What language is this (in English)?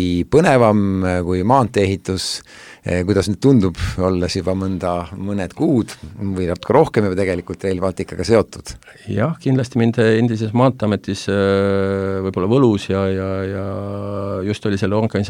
Estonian